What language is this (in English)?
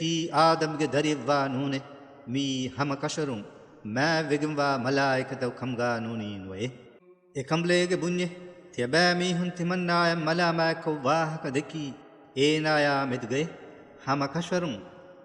Divehi